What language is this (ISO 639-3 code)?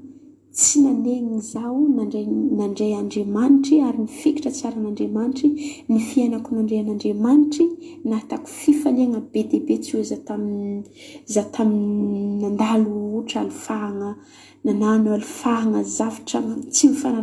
mlg